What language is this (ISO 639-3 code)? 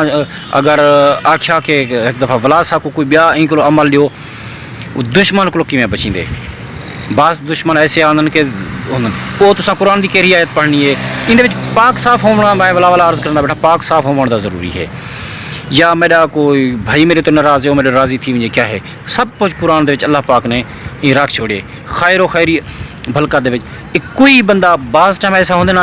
skr